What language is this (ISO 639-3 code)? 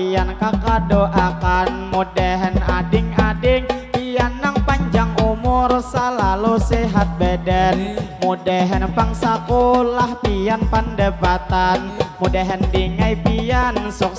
bjn